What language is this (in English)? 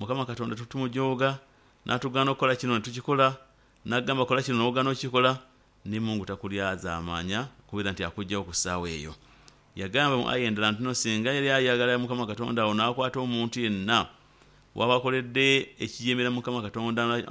Nyoro